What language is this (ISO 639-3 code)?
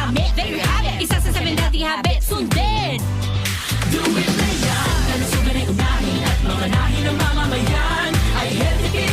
bik